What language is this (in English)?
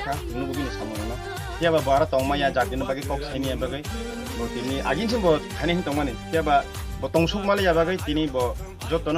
Kok Borok